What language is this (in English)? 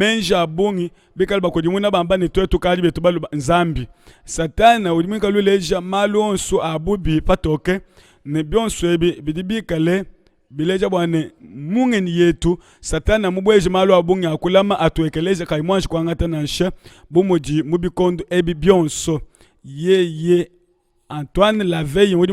Luba-Lulua